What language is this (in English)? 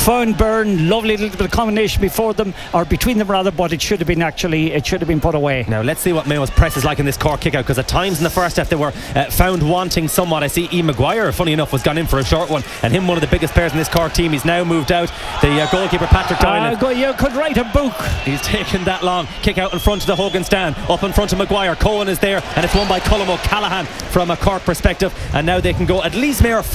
English